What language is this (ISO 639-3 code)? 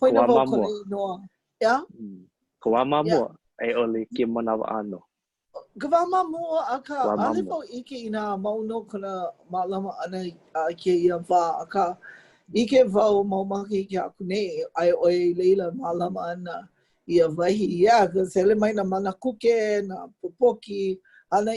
haw